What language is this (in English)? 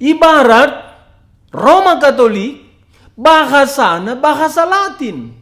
Batak Karo